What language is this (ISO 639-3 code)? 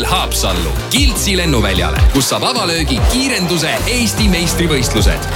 est